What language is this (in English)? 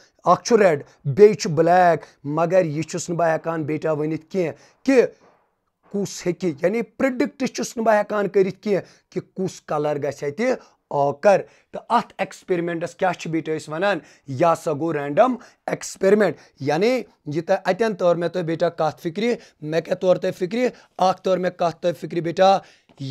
Kashmiri